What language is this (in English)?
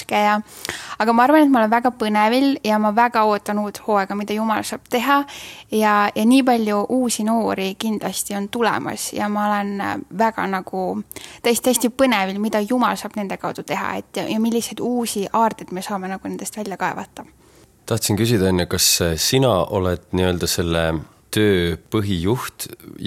Estonian